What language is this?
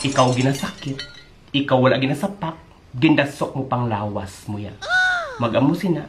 Hiligaynon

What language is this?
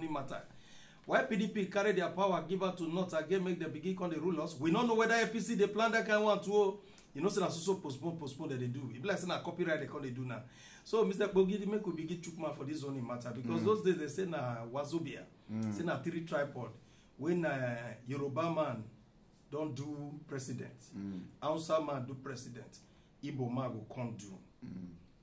Nigerian Pidgin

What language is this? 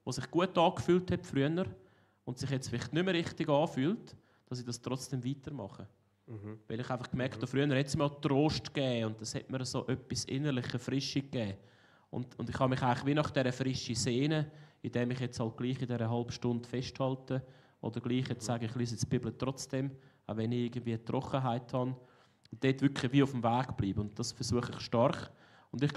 Swiss German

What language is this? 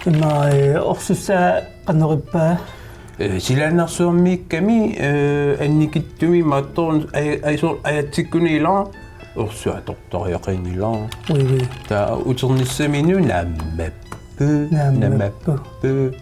Kalaallisut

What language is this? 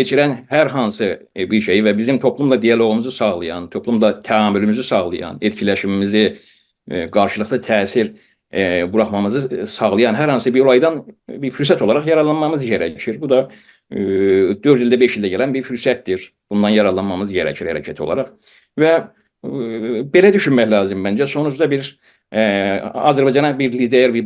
South Azerbaijani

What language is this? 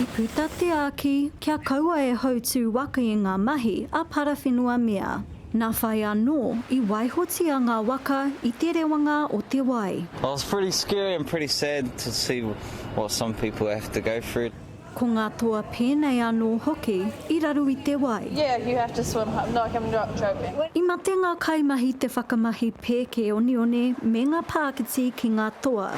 Māori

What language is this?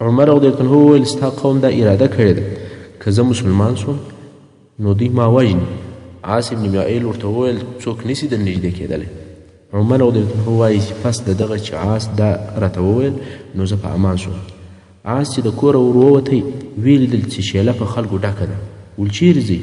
Pashto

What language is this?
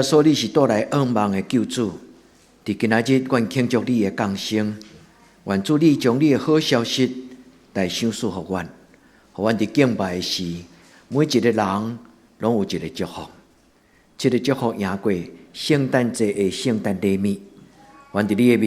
Min Nan Chinese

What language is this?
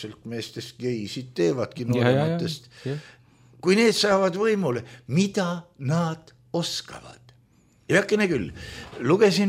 Estonian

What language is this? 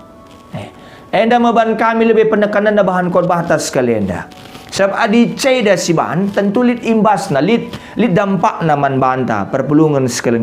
Batak Karo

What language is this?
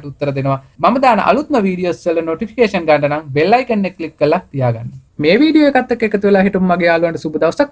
Sinhala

